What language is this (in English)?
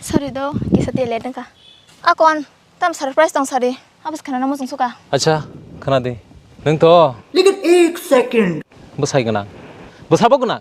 Kok Borok